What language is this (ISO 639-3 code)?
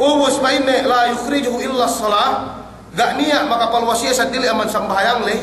yka